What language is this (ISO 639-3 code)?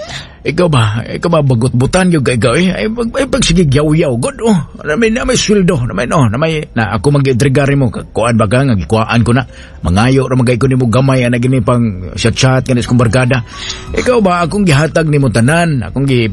ceb